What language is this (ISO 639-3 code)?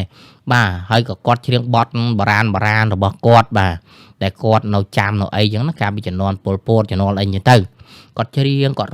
khm